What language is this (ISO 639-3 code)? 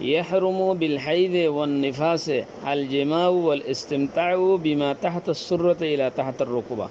rhg